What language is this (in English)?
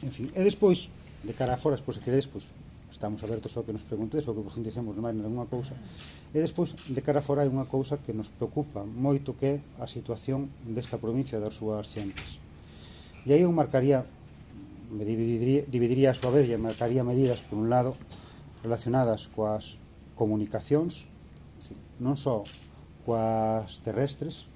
Galician